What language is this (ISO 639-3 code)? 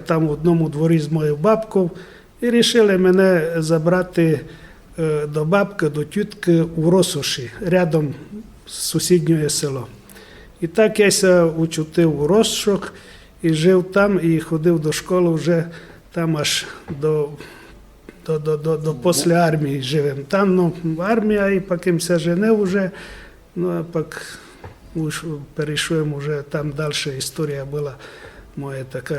rue